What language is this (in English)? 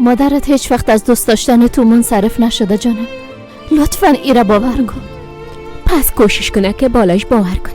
Persian